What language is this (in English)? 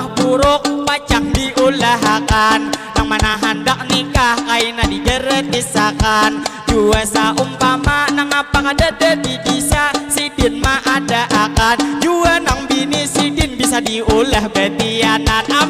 Banjar